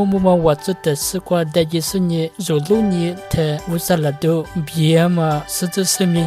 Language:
Lisu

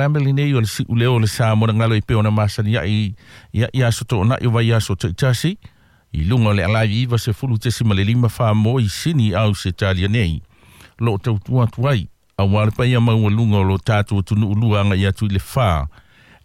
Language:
Samoan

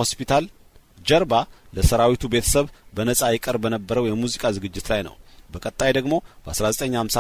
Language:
Amharic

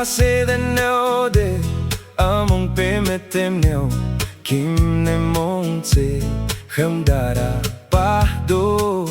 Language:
Yimchungru Naga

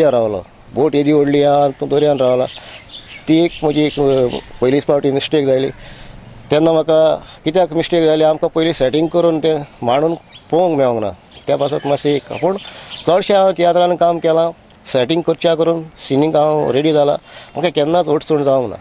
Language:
Konkani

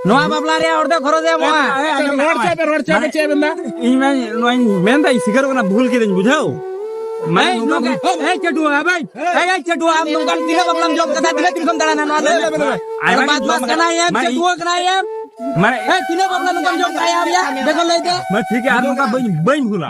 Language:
Santali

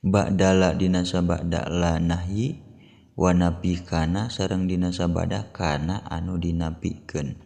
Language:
Sundanese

